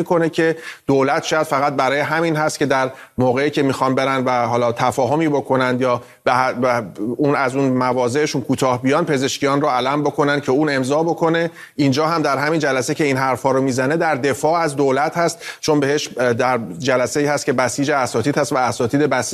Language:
Persian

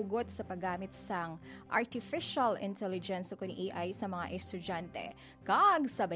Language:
Hiligaynon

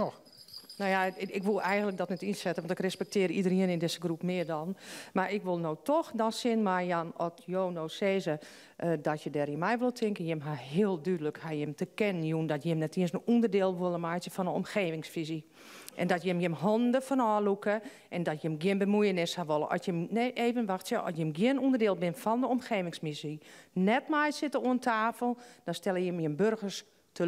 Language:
Western Frisian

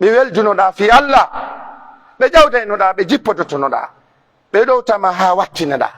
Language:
Pular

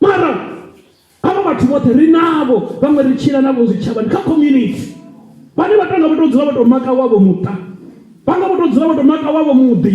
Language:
Venda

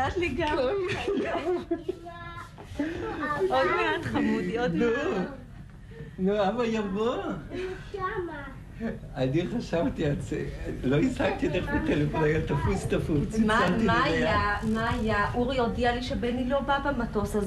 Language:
Hebrew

